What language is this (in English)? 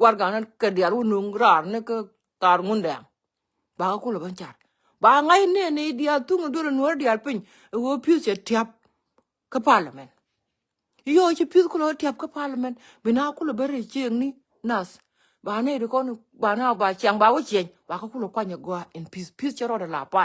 Nuer